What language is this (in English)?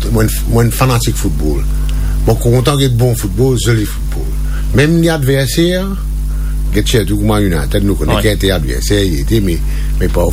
Morisyen